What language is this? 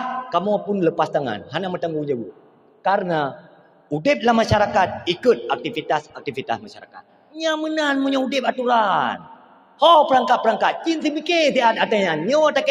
Achinese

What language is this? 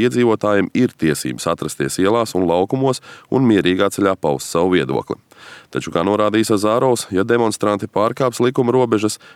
Latvian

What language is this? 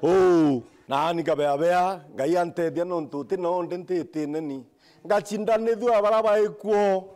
Meru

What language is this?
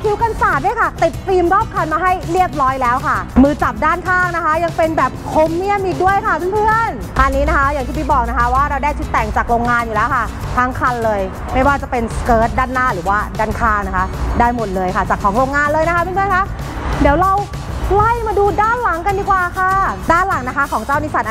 Thai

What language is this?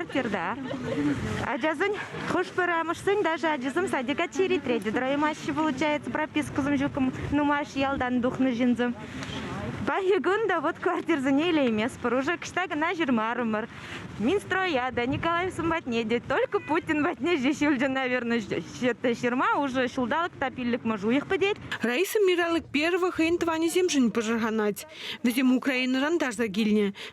Chuvash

